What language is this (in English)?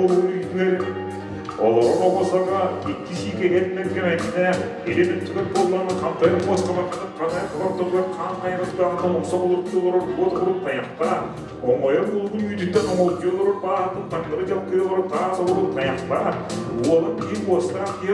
Yakut